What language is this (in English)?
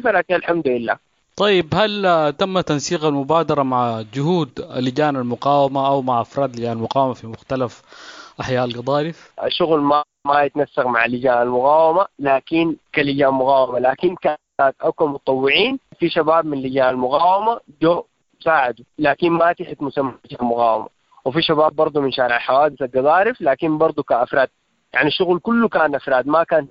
Sudanese Arabic